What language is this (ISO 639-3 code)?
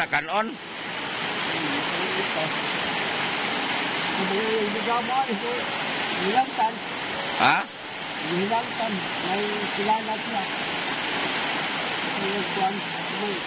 fil